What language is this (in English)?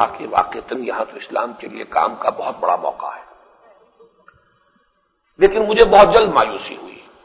Urdu